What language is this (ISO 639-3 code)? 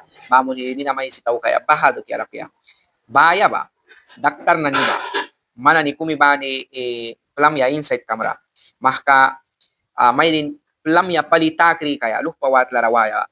miq